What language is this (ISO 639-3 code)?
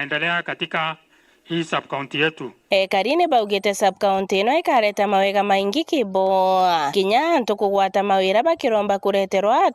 mer